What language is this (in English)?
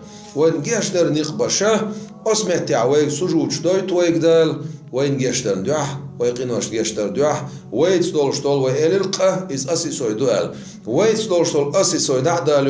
Chechen